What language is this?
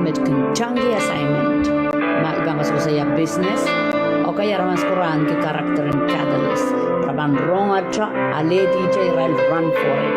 Pohnpeian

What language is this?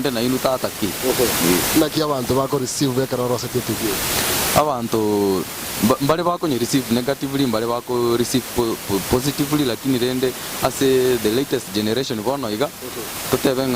Gusii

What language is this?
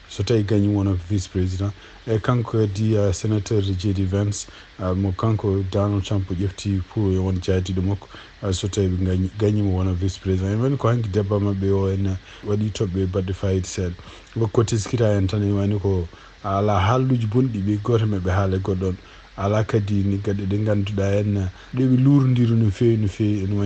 Fula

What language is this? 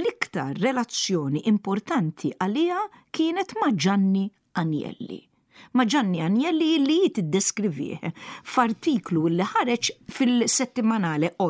Maltese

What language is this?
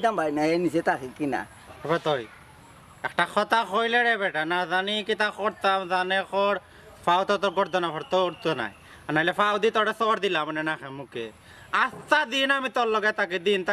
Sylheti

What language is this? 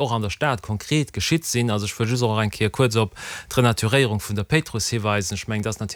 Luxembourgish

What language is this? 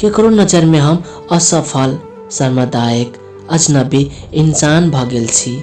Maithili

